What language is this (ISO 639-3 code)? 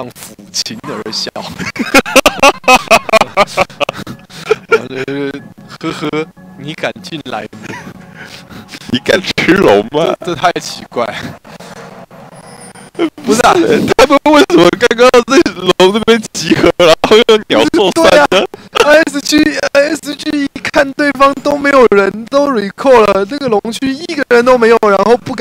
zho